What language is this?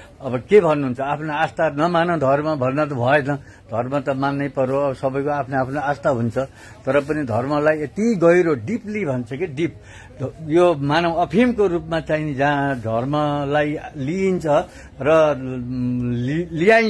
Nepali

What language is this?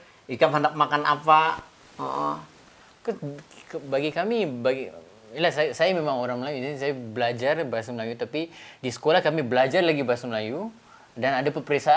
Banjar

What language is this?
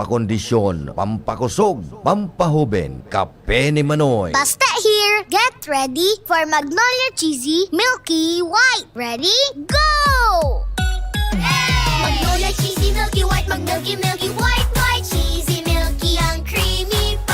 Bikol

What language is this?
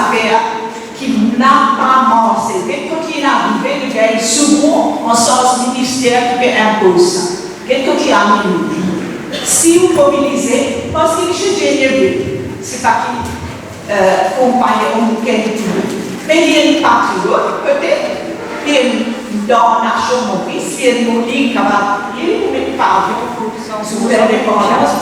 Morisyen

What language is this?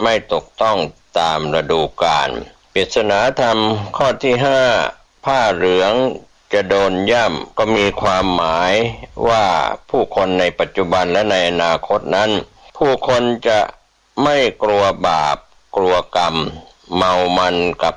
Thai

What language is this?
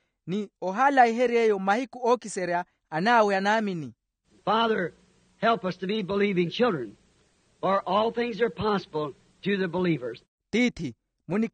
Makhuwa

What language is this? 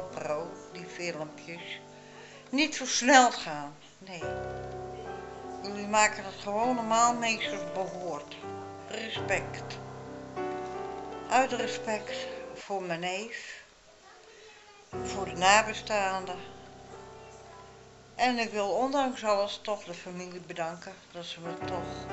Dutch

